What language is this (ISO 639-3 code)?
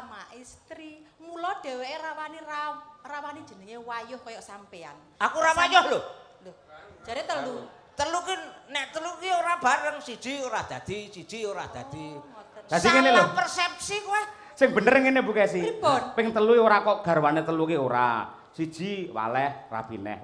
jav